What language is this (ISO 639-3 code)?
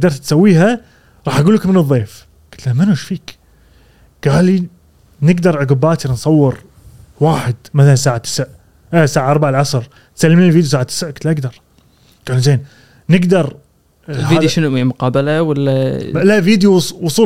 afb